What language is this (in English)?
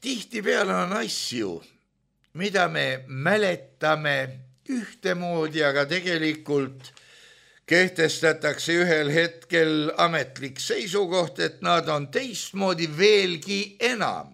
Estonian